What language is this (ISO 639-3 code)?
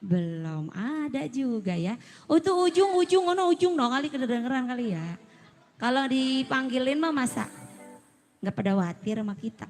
bew